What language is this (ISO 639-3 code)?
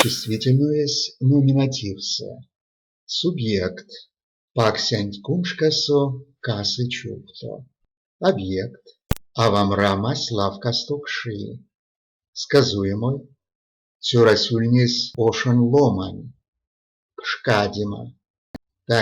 myv